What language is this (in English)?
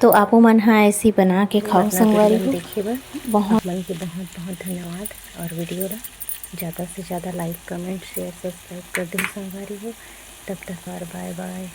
Chhattisgarhi